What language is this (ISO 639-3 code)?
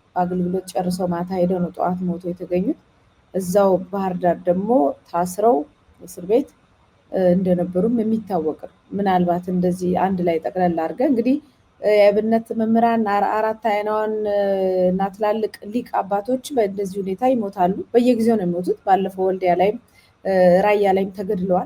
amh